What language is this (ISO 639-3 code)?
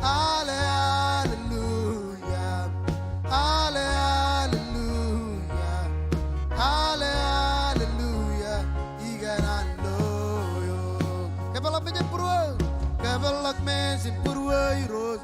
mah